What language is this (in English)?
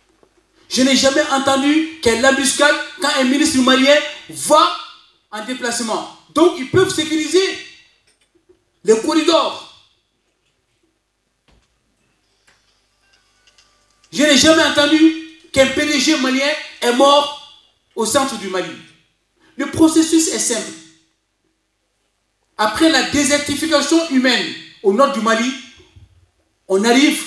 French